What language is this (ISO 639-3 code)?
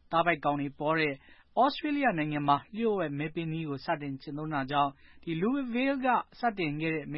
mya